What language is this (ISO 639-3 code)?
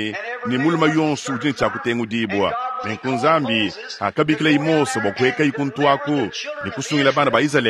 lua